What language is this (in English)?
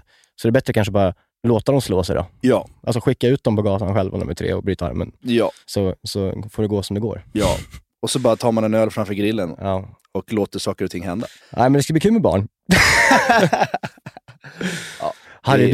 Swedish